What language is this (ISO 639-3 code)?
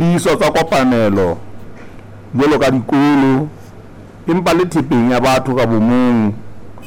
sot